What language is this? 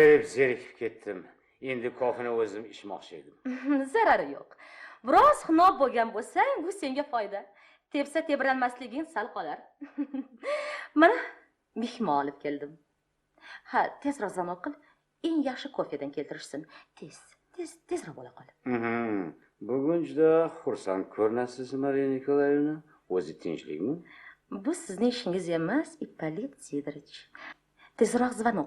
Uzbek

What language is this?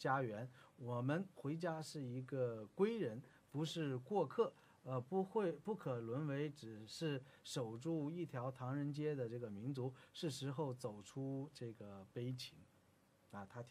Chinese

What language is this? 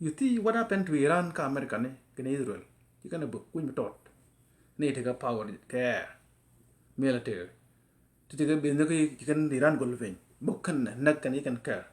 Nuer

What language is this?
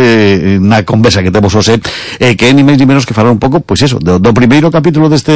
Galician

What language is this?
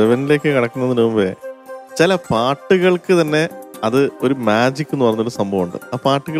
Malayalam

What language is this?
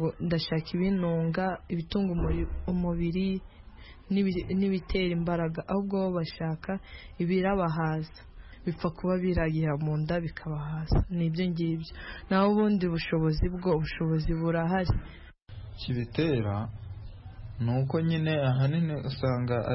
Kinyarwanda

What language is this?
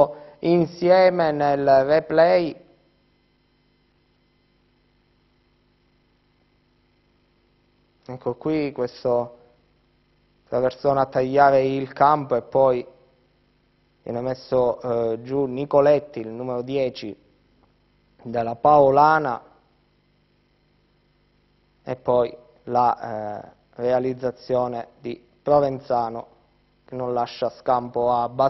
Italian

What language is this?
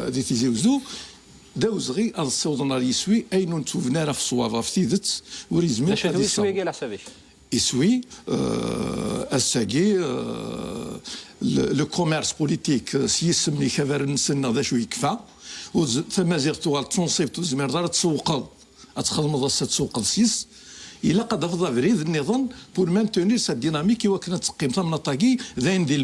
Kabyle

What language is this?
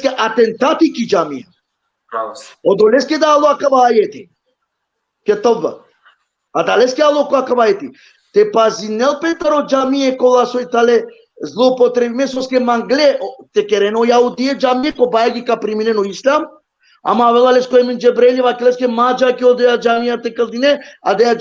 Balkan Romani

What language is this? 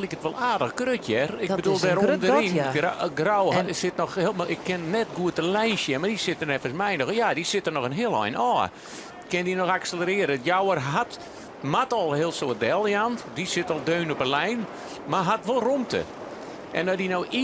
Western Frisian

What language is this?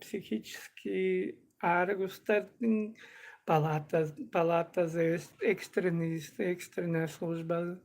Tuvinian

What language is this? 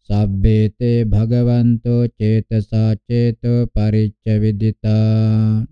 Pali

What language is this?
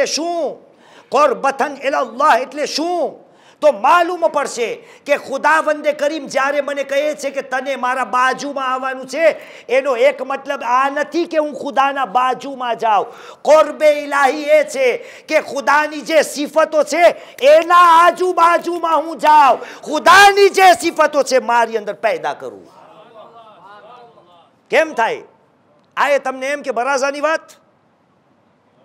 Gujarati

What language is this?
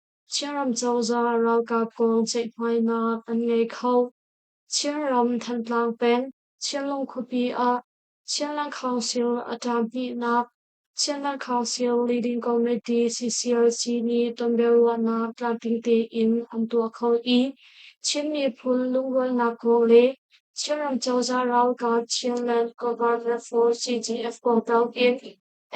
Hakha Chin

